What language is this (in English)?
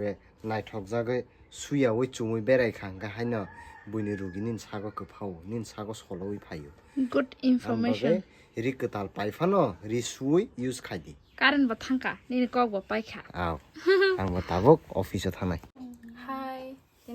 Kok Borok